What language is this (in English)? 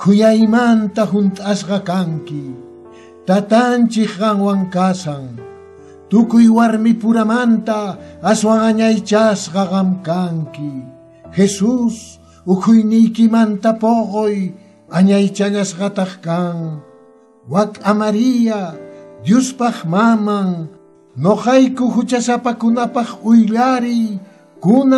Quechua